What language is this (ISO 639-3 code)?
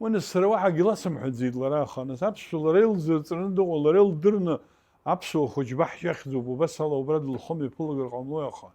abk